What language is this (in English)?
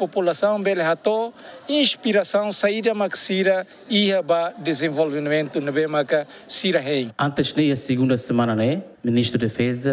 Tetum